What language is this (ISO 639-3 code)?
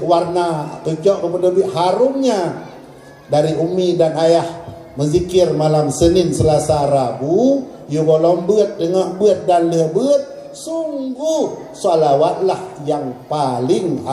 ace